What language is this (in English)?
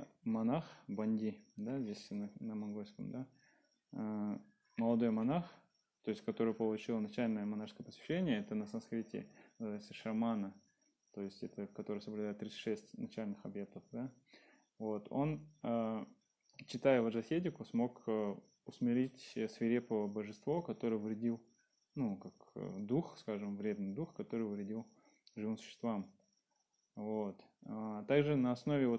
Russian